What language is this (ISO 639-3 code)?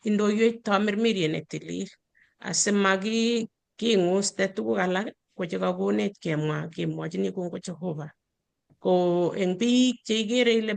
kln